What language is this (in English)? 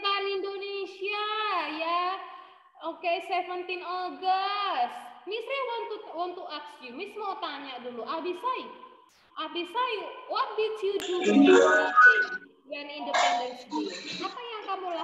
Indonesian